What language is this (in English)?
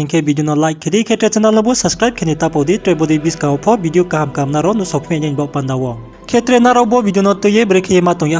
Riang (India)